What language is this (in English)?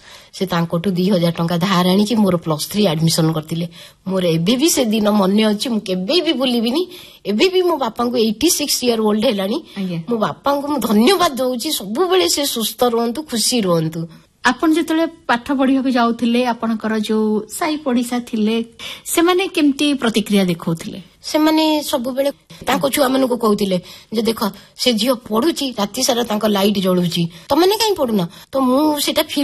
Odia